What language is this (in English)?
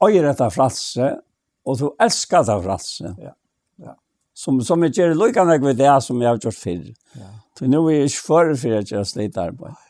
Faroese